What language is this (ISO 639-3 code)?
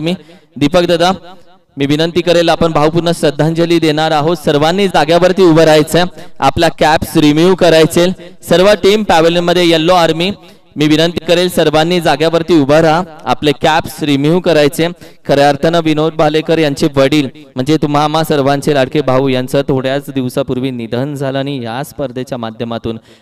mar